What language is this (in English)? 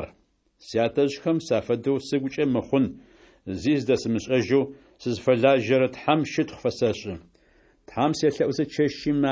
Adyghe